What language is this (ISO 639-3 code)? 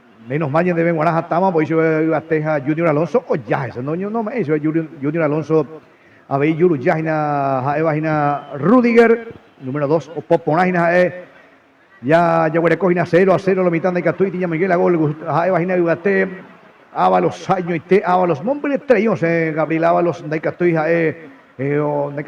grn